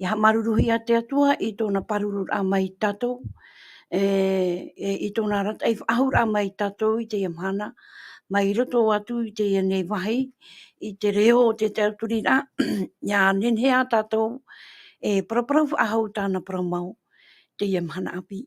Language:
Tahitian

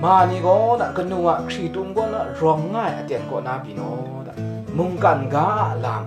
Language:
Kachin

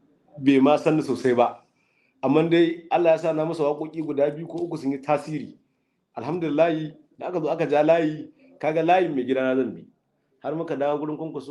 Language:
Hausa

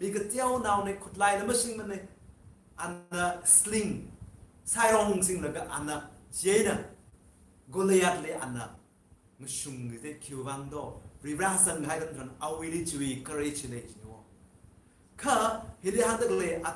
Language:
Tangkhul Naga (India)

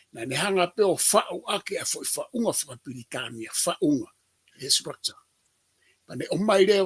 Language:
Tongan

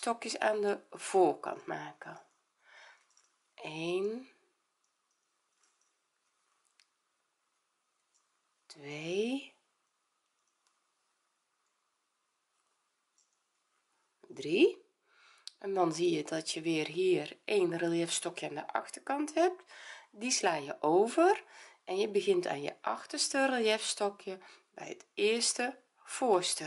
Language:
Dutch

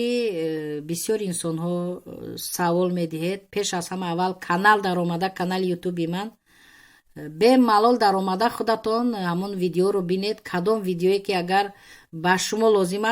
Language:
Tajik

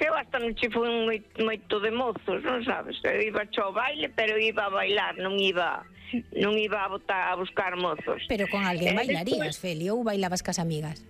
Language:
Galician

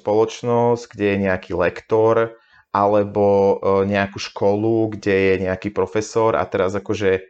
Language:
Slovak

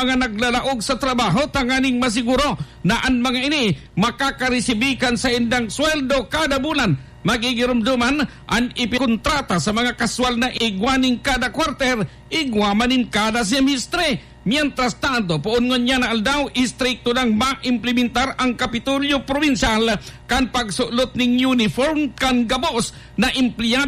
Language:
Bikol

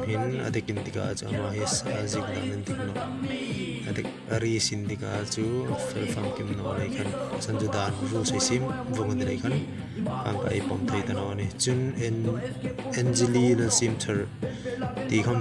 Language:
Hmar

